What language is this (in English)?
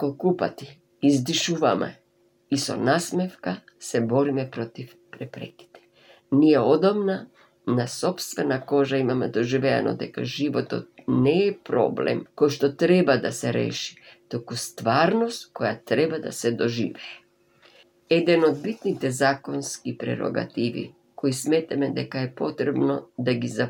Macedonian